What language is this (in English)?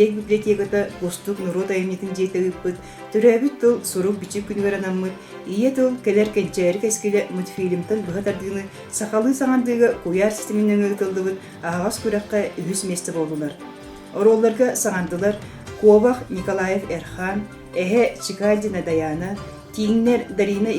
Yakut